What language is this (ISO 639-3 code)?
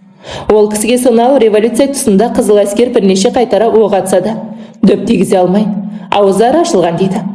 kaz